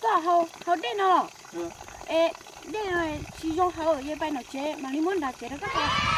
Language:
Hmong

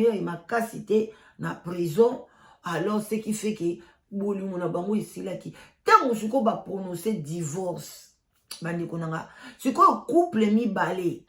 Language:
Lingala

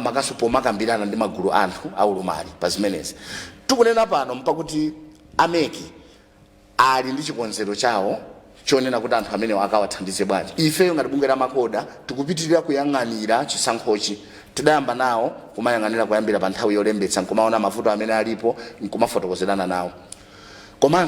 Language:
Nyanja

